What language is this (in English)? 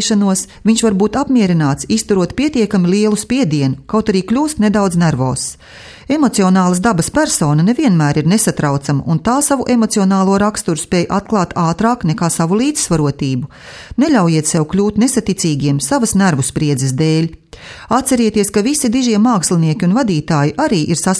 Latvian